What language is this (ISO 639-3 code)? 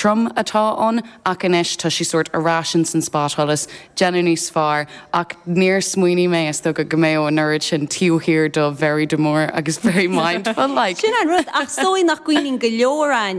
gle